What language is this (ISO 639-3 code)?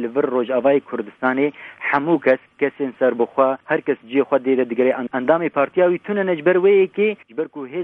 kur